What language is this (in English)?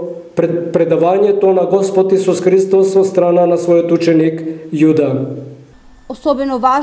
Macedonian